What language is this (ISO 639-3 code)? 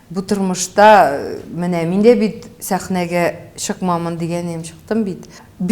tat